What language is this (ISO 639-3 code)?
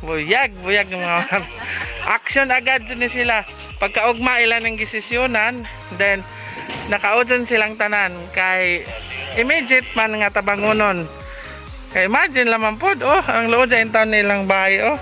ceb